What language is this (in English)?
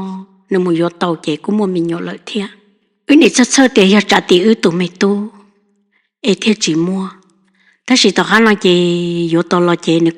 Hmong